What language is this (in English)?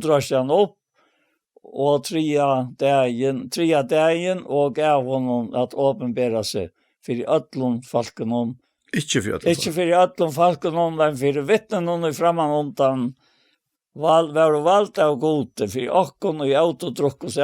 Faroese